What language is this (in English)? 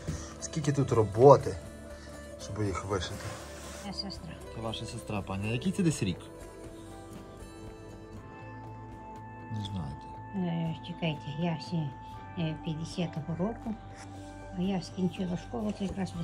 Ukrainian